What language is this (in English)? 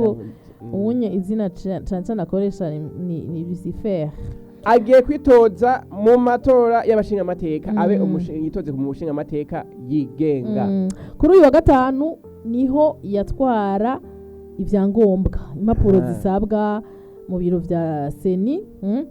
Rundi